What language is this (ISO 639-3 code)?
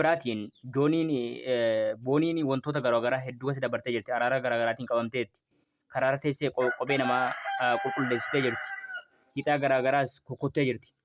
orm